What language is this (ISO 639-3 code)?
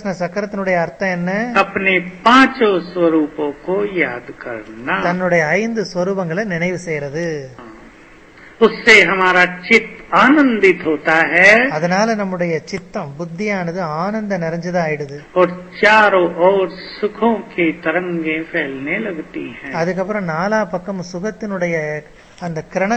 tam